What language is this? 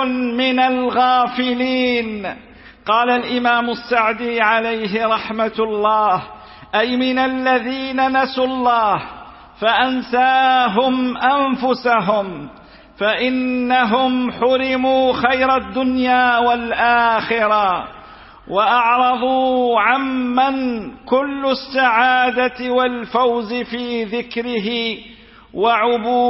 Arabic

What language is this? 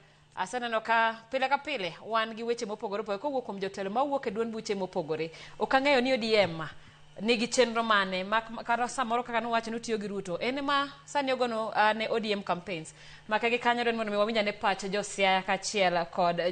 Luo (Kenya and Tanzania)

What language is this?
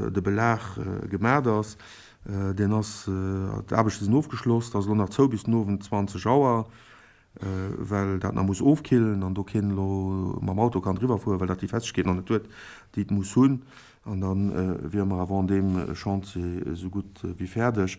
Luxembourgish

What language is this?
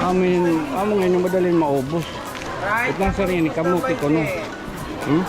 Waray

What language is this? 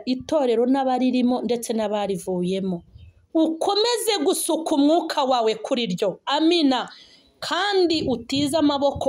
Kinyarwanda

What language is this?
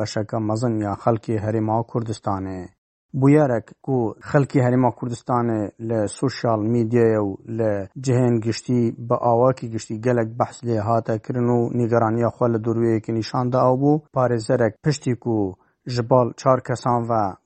Kurdish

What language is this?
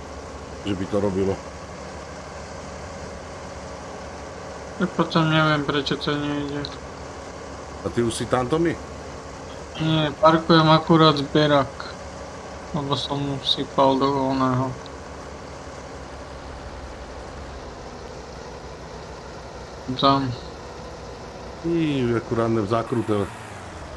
Slovak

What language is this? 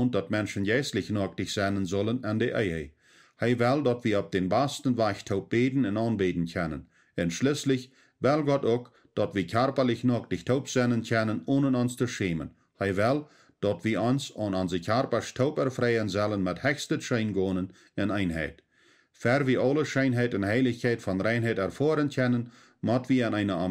Plautdietsch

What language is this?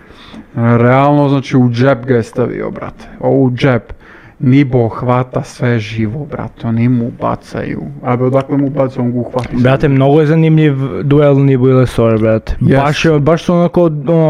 Serbian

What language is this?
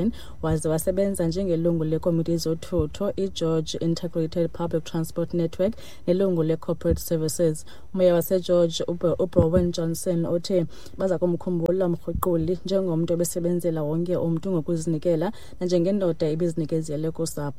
Xhosa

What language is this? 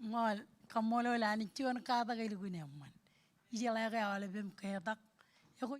Marshallese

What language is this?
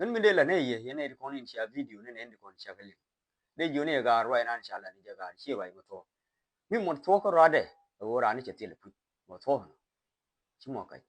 Nuer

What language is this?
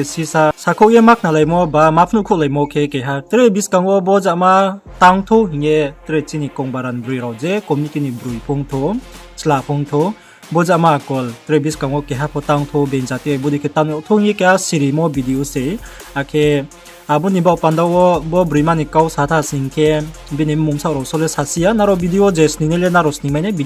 Riang (India)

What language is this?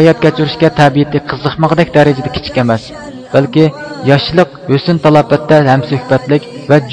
Uyghur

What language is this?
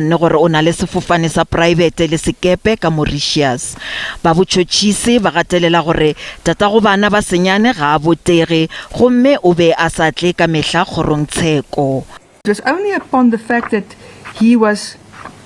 Northern Sotho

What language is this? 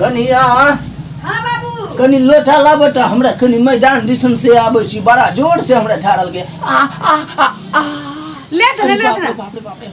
Maithili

